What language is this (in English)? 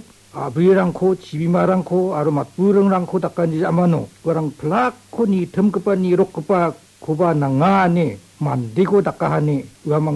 Garo